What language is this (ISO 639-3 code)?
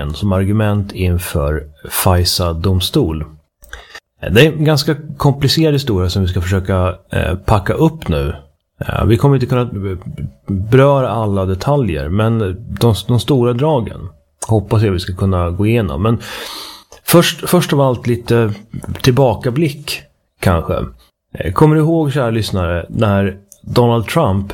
swe